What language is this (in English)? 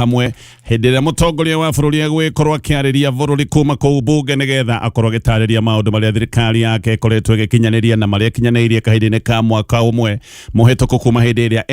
Kikuyu